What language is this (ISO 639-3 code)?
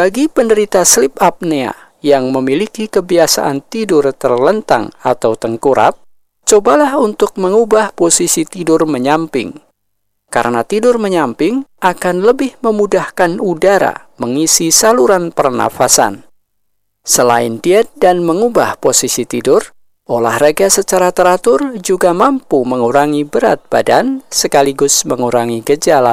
ind